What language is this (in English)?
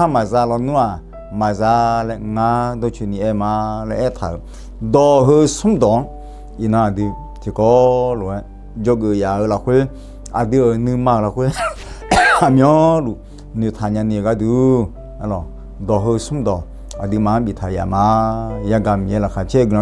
Akha